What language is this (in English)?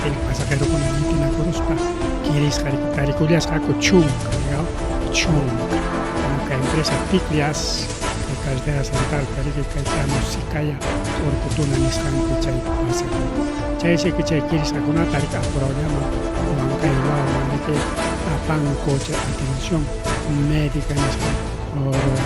Ayacucho Quechua